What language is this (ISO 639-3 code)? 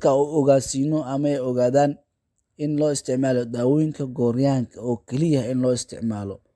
som